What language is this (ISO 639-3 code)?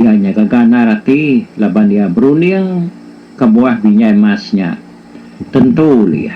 iba